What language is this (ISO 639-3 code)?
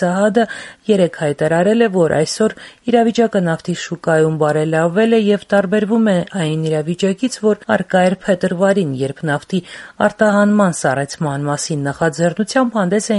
hye